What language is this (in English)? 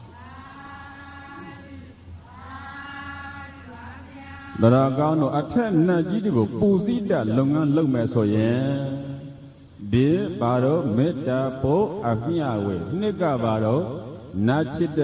Burmese